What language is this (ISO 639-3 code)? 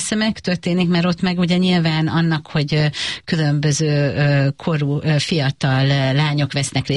hun